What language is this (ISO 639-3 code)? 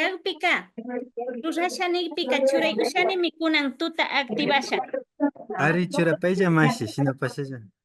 qvi